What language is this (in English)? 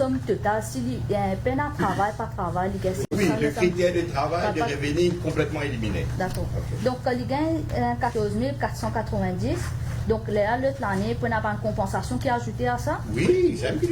Morisyen